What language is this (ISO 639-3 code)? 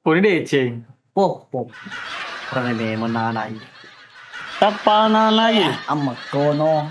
bug